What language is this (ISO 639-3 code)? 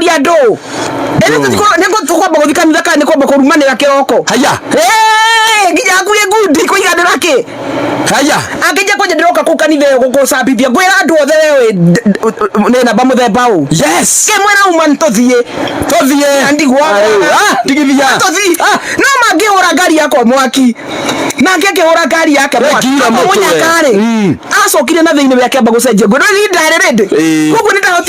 kik